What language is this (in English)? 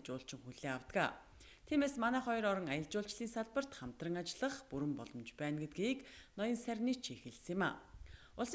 Mongolian